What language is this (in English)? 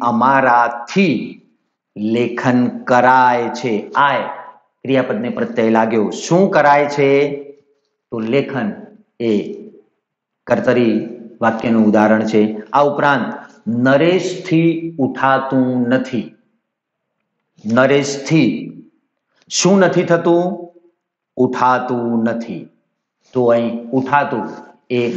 Gujarati